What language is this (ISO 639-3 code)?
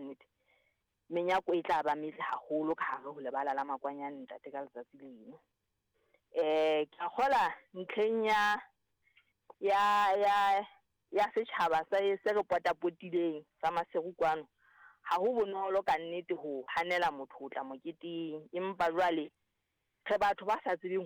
sot